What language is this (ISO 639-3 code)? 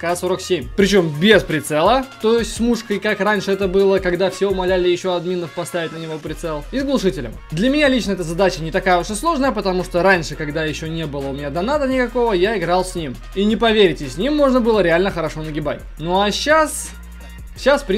rus